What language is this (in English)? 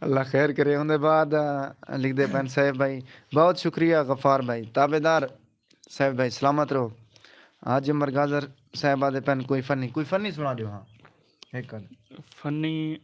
Saraiki